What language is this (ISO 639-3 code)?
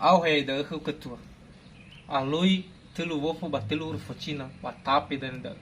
nia